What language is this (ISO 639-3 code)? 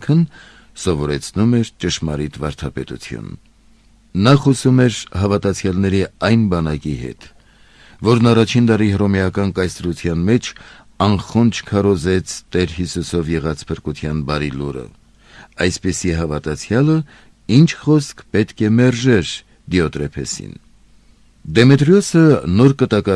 hye